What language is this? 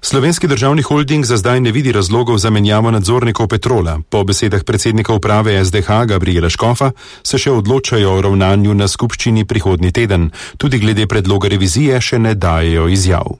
Slovenian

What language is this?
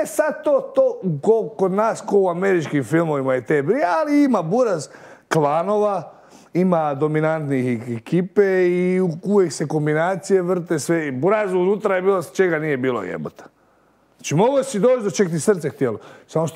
Croatian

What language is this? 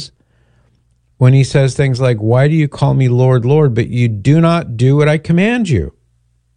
English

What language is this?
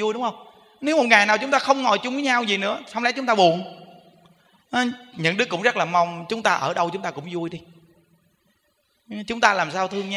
Vietnamese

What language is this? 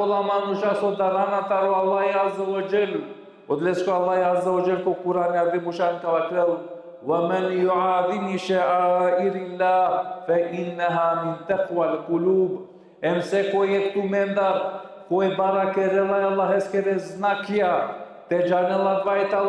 Balkan Romani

